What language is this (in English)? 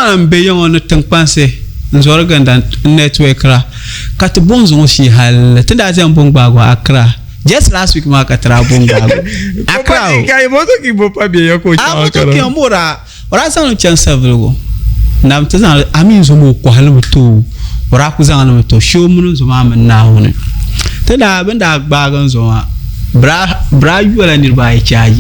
Dagbani